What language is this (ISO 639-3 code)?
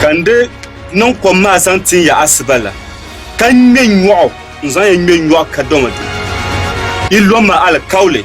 dag